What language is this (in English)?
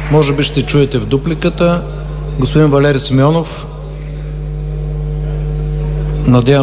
Bulgarian